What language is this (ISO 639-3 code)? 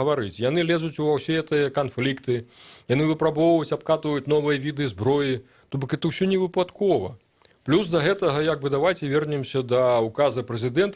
bel